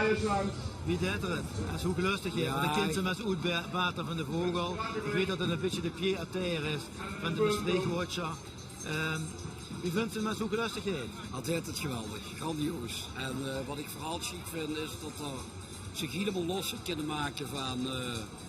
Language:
Limburgish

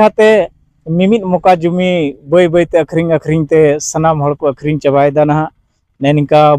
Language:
Santali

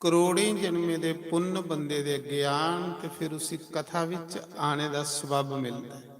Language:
Dogri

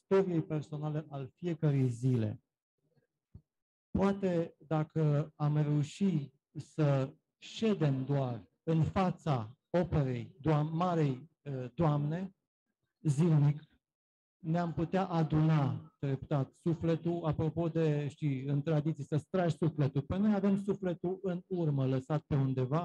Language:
Romanian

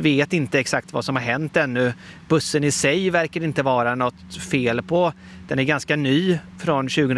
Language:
Swedish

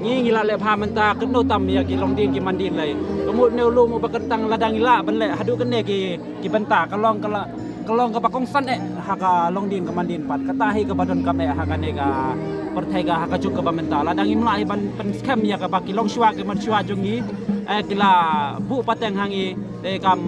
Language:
Khasi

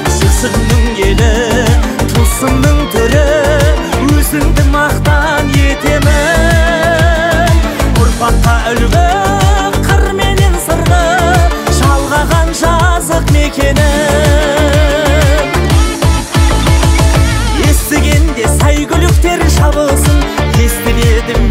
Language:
Kazakh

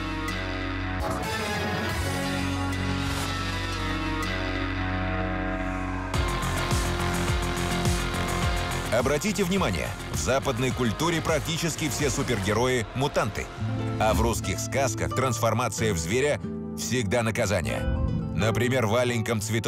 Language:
Russian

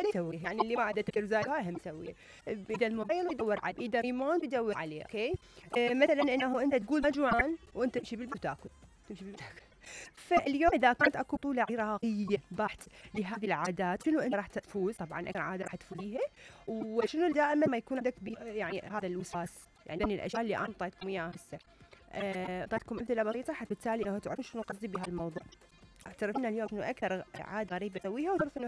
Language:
Mesopotamian Arabic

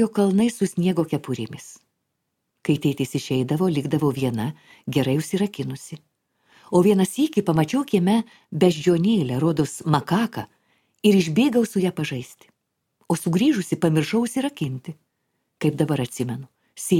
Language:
Lithuanian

